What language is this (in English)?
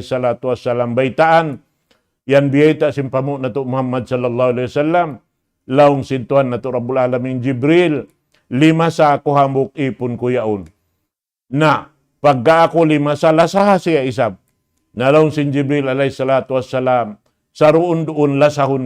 Tausug